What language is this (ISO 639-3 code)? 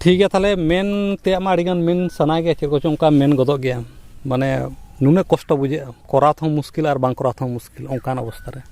sat